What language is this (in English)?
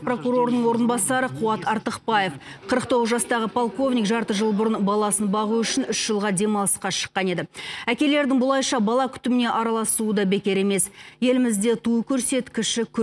Kazakh